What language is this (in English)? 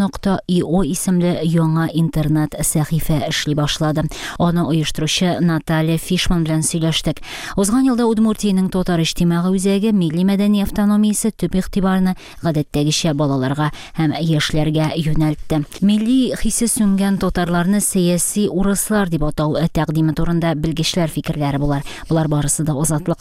Tatar